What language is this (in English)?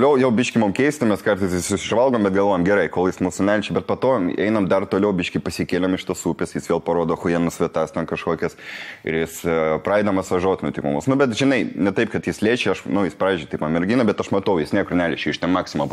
Lithuanian